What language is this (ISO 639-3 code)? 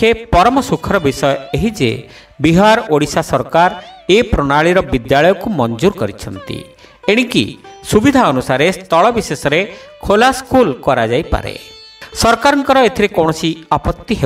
ori